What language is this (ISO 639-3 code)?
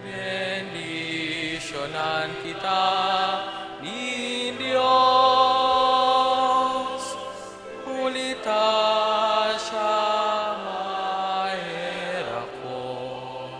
bik